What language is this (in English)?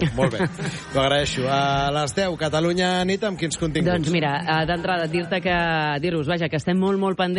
Catalan